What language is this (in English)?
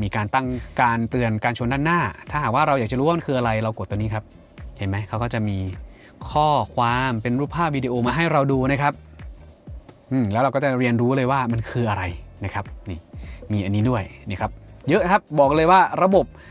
Thai